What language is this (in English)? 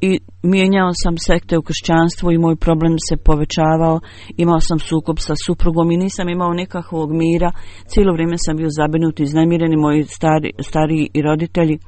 Bosnian